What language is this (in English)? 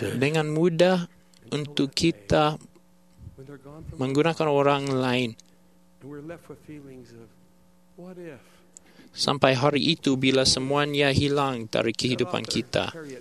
Malay